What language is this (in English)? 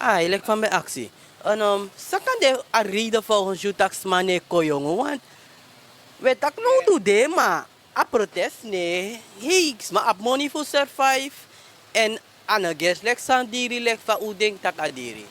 Sranan Tongo